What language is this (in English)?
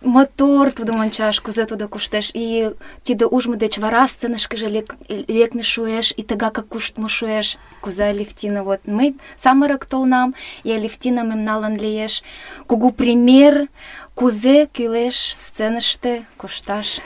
Mari